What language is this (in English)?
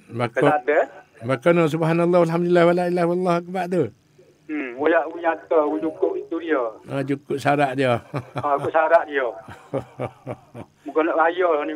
Malay